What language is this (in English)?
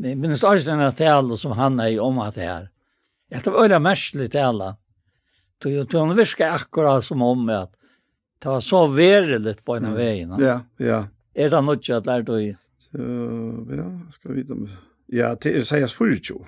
Faroese